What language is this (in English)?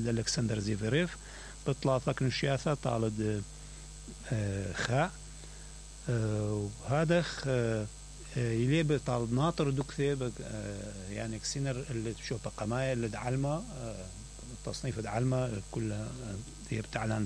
Mesopotamian Arabic